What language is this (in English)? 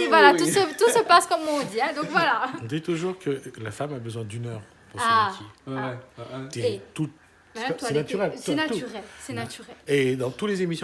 Réunion Creole French